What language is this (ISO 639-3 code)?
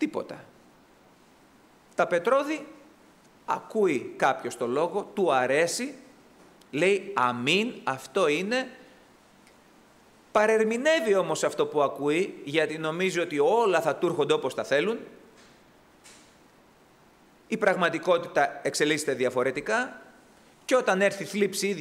ell